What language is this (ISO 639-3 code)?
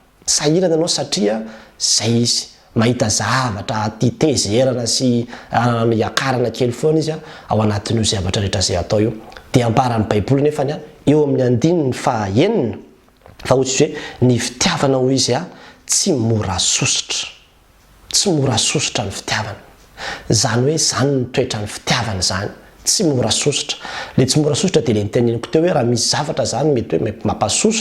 mlg